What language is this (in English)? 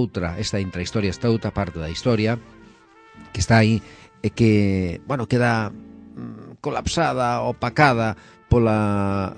Galician